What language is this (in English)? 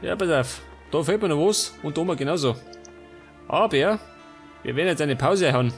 Bavarian